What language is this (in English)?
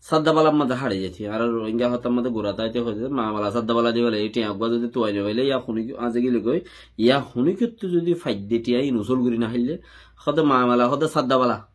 Rohingya